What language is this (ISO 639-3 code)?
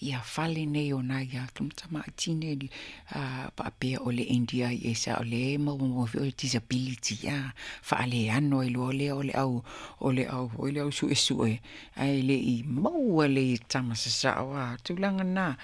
smo